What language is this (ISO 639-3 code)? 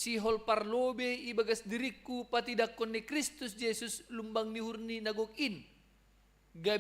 bts